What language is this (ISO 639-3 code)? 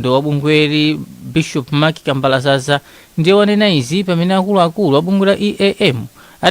nya